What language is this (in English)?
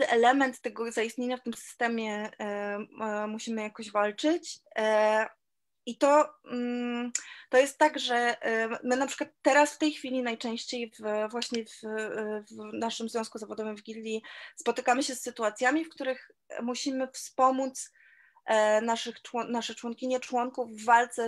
Polish